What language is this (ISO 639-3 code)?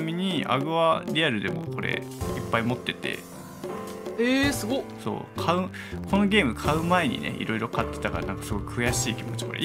jpn